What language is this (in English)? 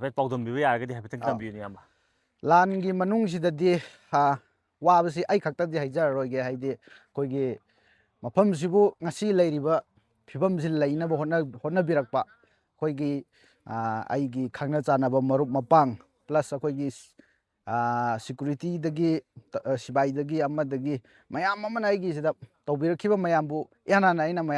Manipuri